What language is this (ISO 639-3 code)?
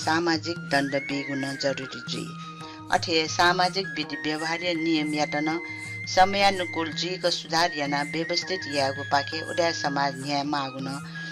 new